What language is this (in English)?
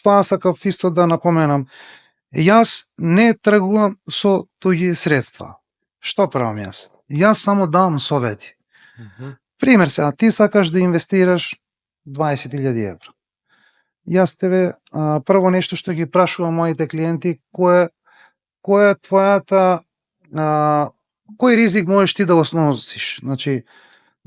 Macedonian